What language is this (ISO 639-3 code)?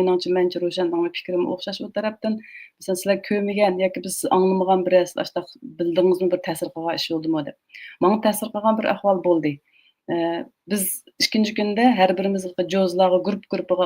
uig